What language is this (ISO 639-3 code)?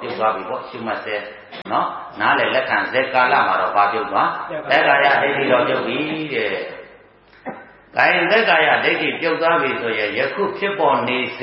mya